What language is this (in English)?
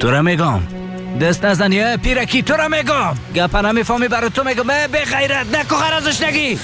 Persian